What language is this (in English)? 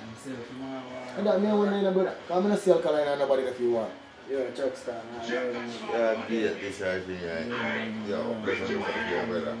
Jamaican Creole English